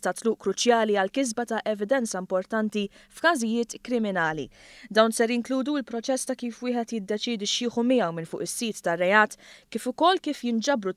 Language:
Maltese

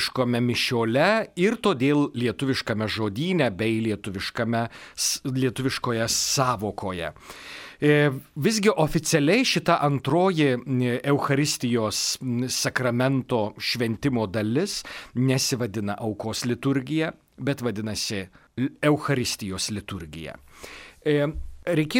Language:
Lithuanian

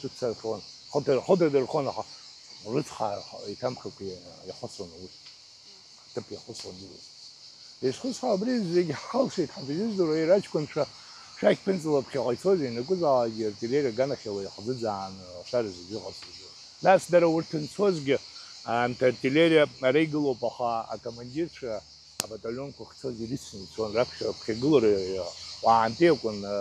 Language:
Abkhazian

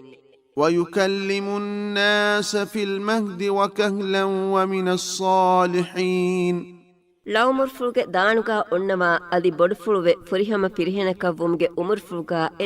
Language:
Divehi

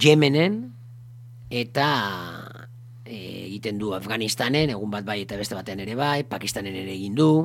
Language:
Basque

